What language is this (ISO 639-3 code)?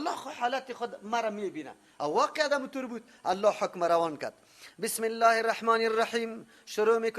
fas